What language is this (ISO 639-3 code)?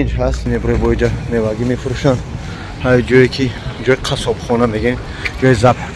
tgk